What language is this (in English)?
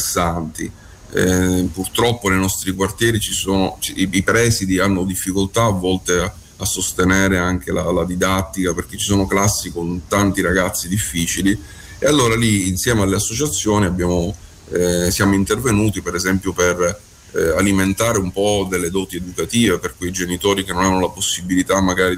Italian